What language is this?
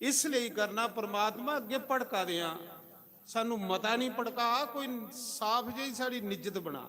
Dogri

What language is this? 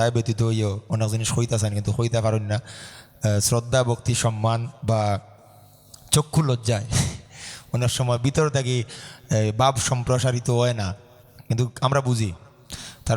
Sylheti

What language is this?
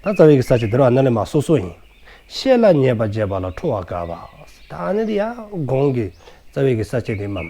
Dzongkha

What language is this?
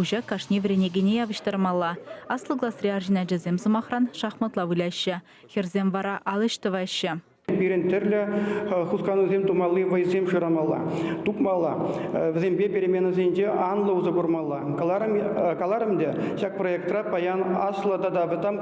Chuvash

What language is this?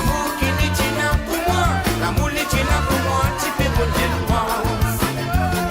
Morisyen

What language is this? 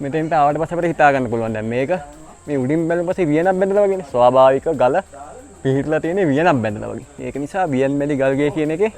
Sinhala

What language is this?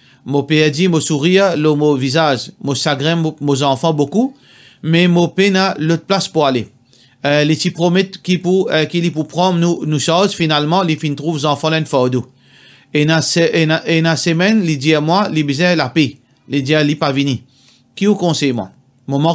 Morisyen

